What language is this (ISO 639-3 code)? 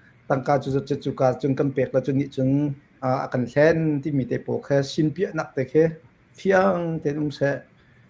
cnh